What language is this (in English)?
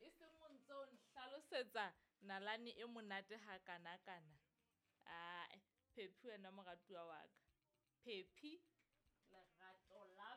Southern Sotho